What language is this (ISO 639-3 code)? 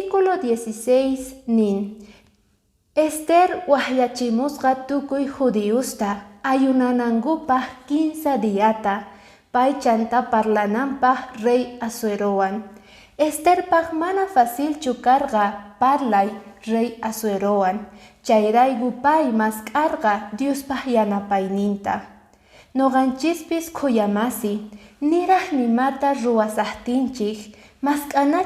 que